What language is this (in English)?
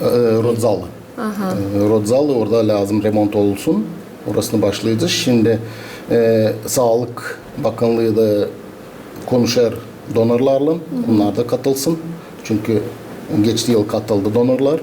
Gagauz